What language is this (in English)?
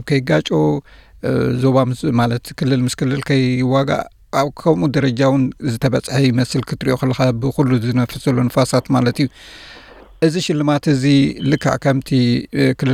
Tigrinya